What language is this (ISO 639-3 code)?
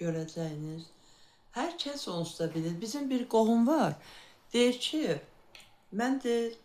aze